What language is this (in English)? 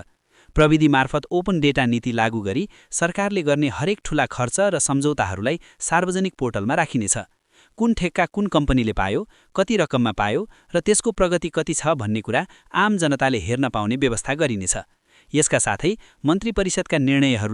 Nepali